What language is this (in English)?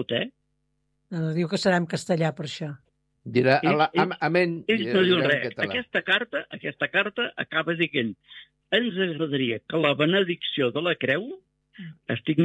Catalan